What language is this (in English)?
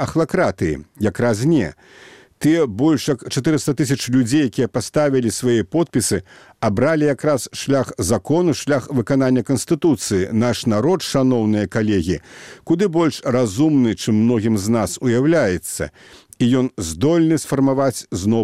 Belarusian